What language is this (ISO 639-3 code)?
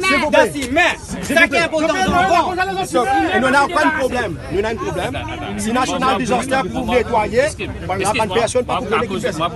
mfe